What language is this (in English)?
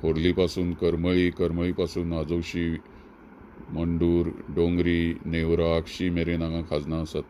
Konkani